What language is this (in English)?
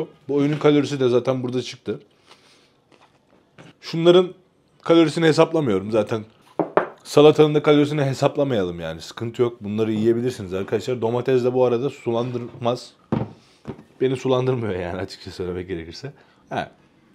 Turkish